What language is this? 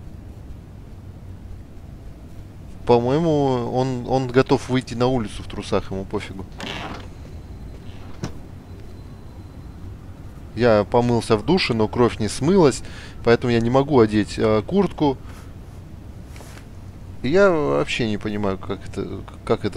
Russian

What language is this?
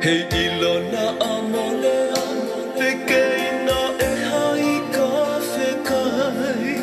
Tongan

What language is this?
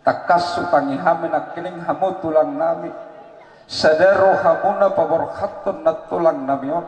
Batak Toba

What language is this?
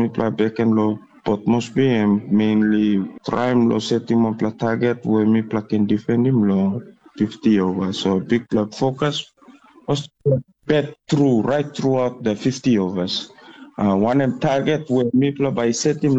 Tok Pisin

